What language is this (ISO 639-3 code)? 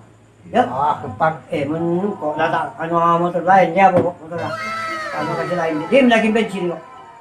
mad